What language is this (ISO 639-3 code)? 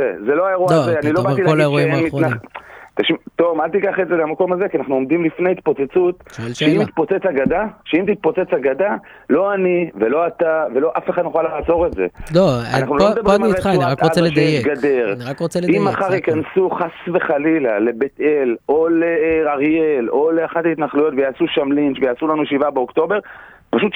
heb